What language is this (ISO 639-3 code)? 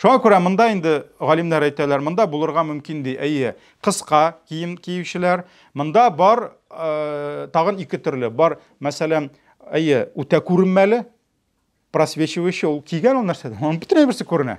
tat